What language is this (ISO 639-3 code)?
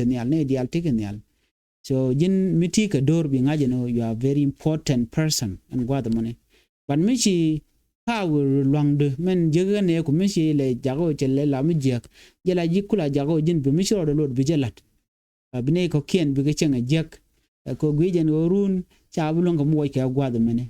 nus